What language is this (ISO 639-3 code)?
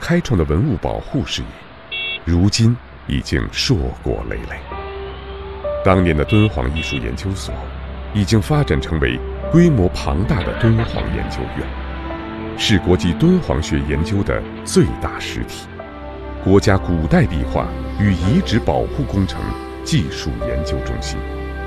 zho